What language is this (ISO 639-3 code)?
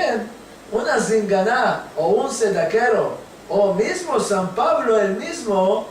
lad